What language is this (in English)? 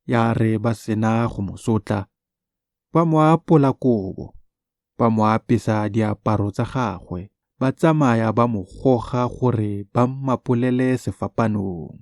Tswana